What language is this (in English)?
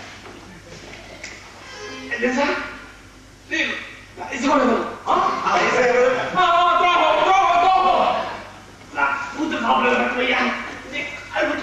Telugu